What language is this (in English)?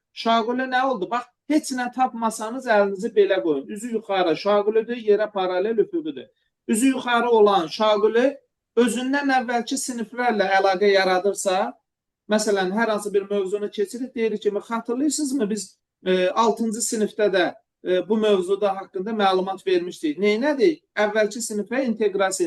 Azerbaijani